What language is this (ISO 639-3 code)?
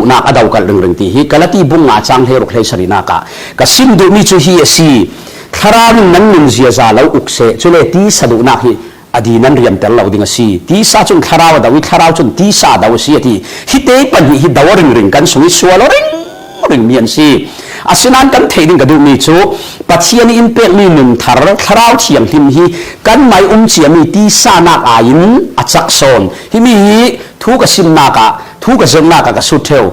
cfm